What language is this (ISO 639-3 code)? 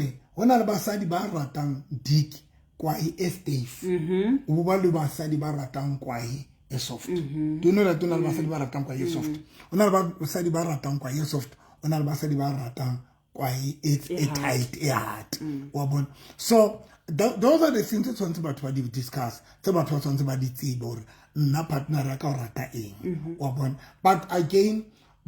sot